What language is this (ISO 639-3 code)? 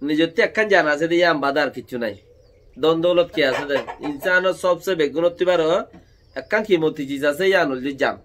rhg